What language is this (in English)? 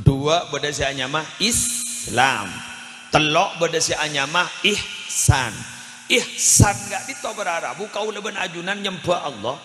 Madurese